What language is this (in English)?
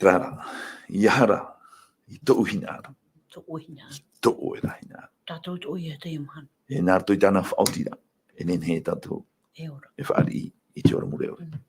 Tahitian